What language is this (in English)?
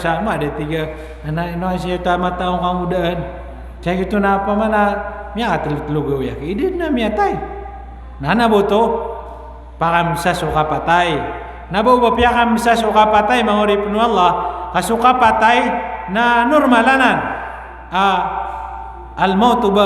Maranao